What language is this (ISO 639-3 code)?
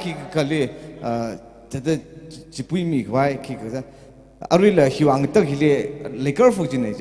nmf